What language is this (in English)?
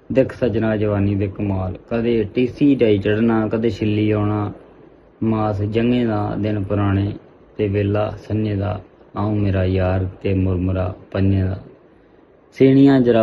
Dogri